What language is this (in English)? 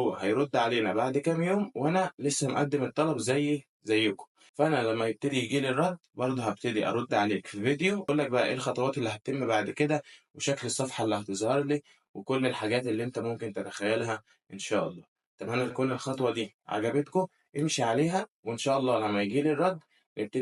Egyptian Arabic